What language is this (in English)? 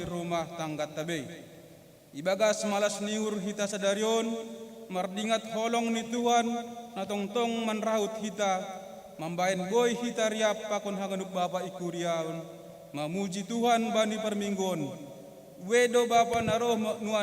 Batak Simalungun